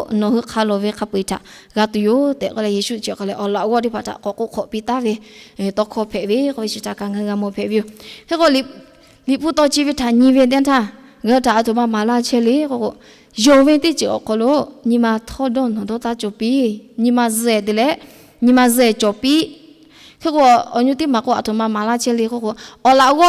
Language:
Lahu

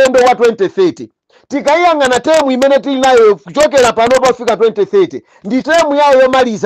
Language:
Nyanja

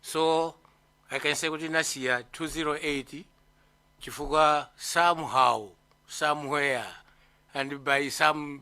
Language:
Nyanja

